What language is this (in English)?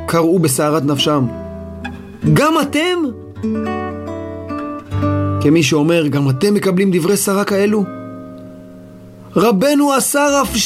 Hebrew